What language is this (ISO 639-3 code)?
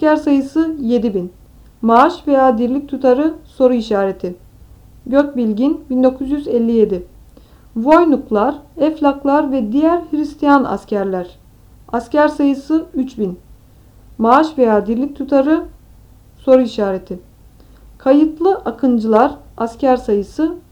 tur